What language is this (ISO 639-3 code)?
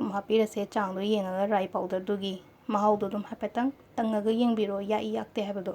mni